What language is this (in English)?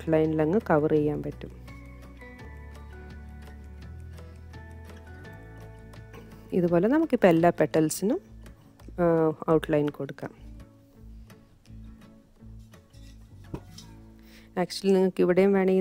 Malayalam